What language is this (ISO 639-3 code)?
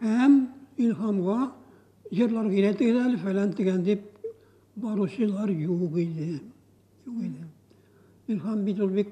tat